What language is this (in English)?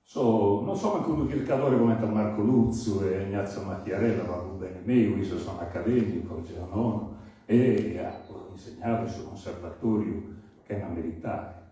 Sardinian